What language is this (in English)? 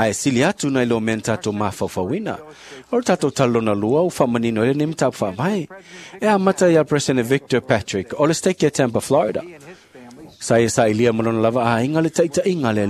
Samoan